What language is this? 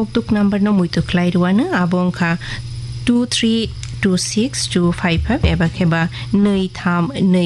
Kok Borok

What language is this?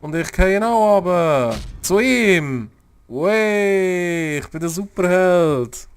Swiss German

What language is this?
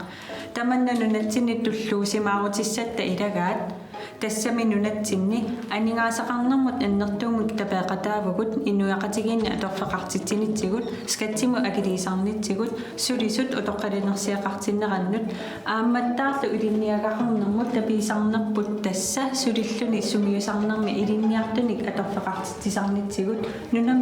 Kalaallisut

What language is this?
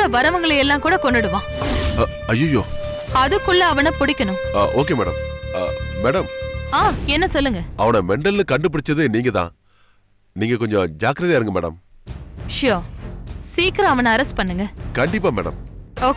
Tamil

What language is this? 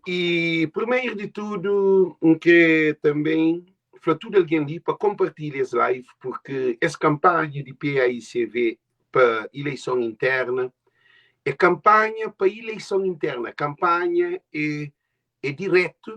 Kabuverdianu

